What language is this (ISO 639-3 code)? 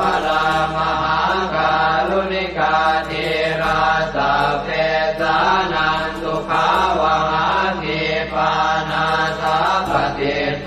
pli